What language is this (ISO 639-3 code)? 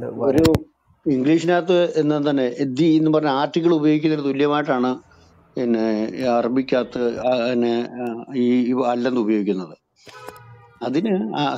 mal